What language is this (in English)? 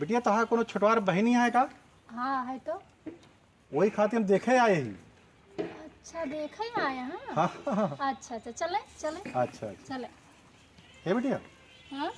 Awadhi